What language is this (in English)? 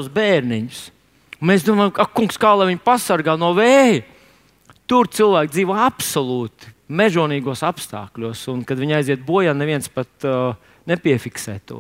Latvian